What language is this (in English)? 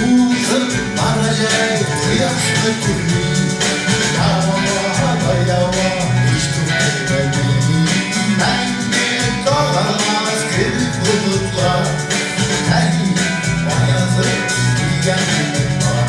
Tatar